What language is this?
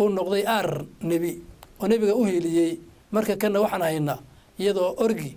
Somali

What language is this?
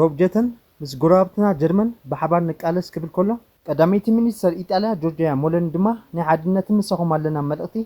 Tigrinya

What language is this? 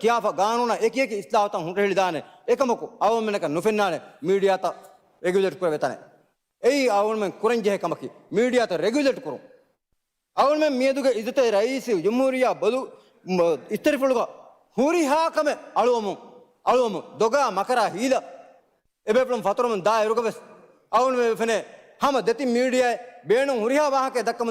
Divehi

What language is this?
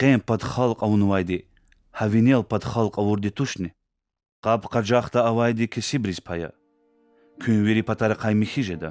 Lezghian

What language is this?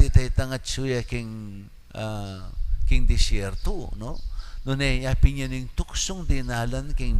Pampanga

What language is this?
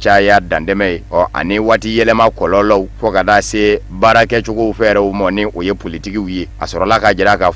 Bambara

